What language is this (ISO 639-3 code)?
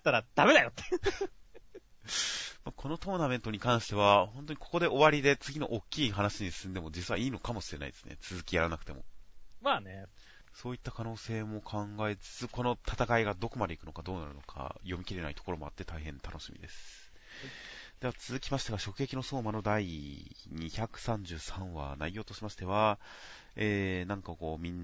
jpn